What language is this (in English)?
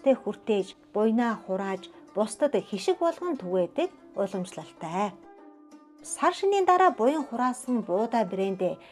Mongolian